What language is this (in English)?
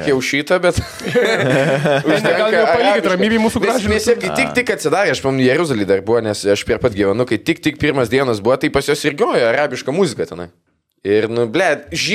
Lithuanian